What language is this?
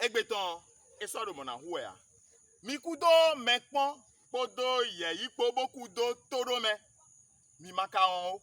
Fon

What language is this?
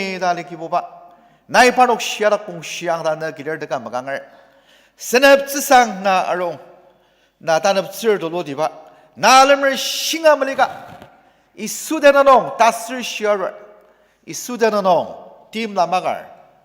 Ao Naga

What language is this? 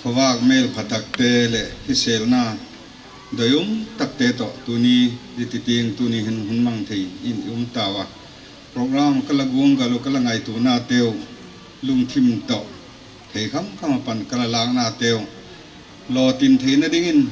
Paite Chin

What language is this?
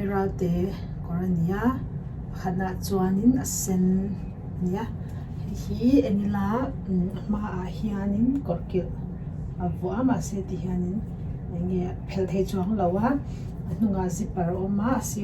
Mizo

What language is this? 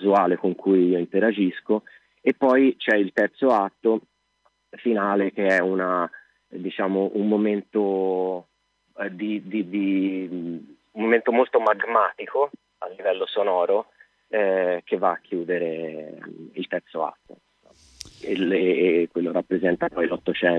Italian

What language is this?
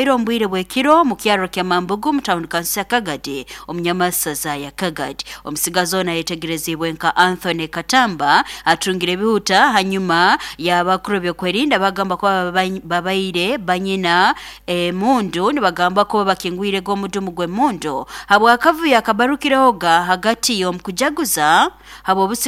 Nyoro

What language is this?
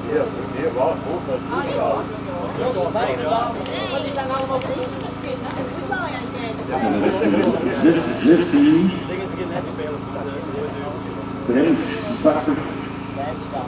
Dutch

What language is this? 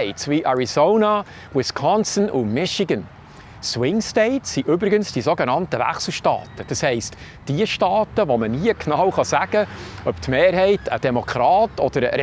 Swiss German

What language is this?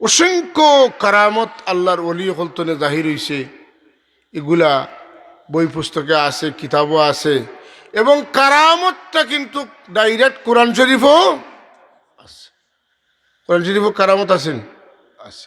Sylheti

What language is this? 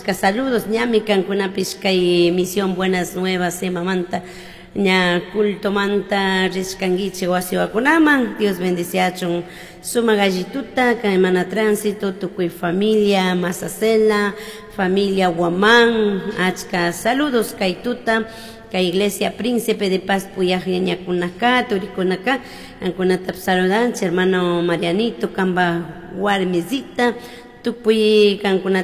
Chimborazo Highland Quichua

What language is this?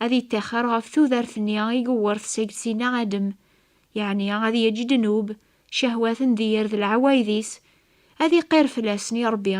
Kabyle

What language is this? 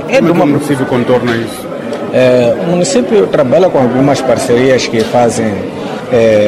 Portuguese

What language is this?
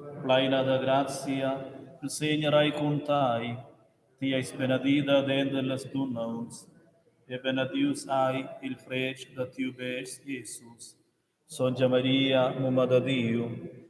Romansh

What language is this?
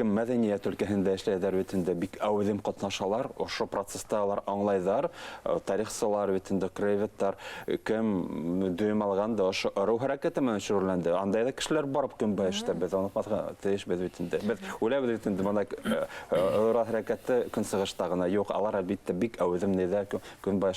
Bashkir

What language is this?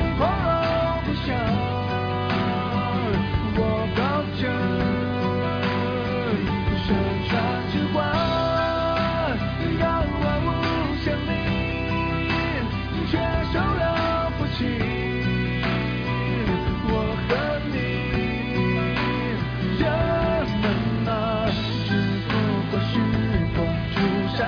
Chinese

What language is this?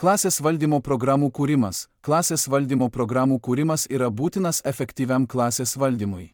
Lithuanian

